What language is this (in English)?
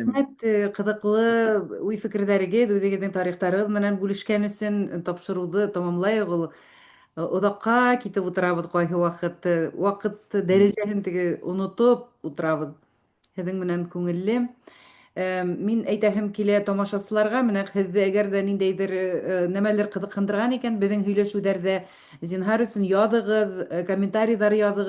Bashkir